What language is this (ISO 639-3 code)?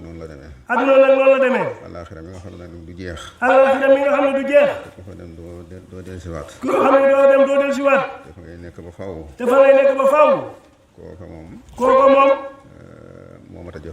wol